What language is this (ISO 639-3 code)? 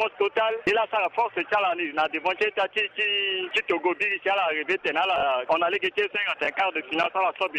sag